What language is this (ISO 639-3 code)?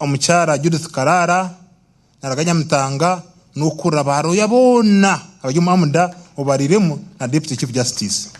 nyn